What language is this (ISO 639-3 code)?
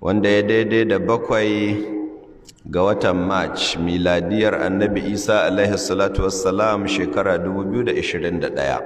hau